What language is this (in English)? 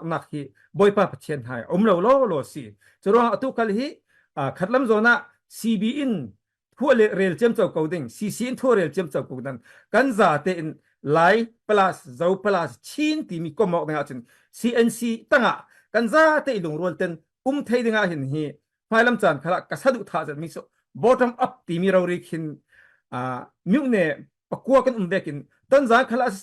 Falam Chin